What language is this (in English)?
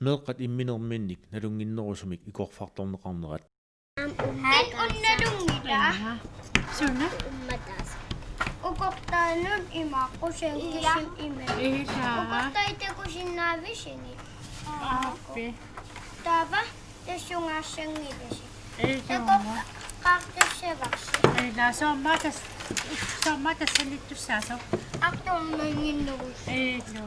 Kalaallisut